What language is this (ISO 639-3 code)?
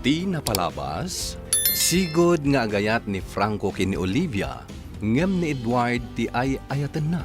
ilo